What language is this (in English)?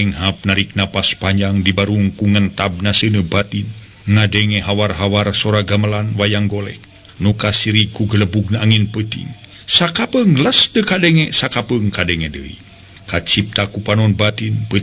Sundanese